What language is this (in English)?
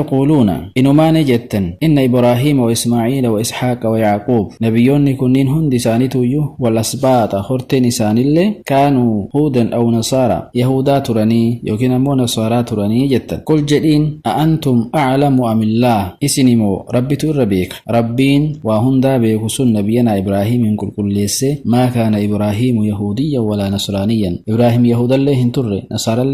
Oromo